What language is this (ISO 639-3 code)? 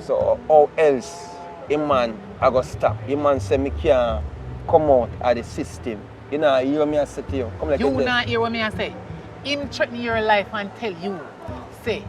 jam